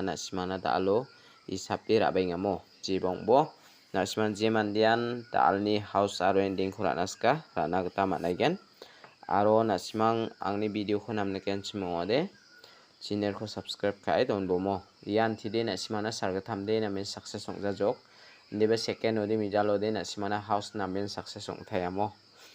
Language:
Garo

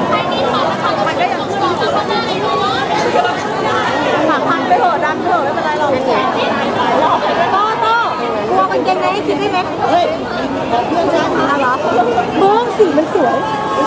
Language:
Thai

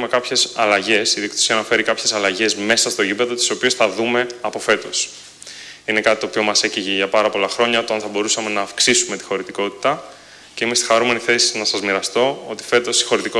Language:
Greek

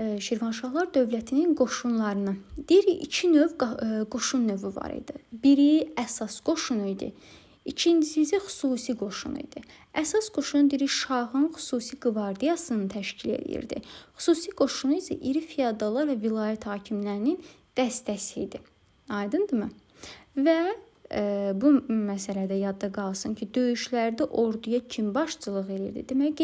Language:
Azerbaijani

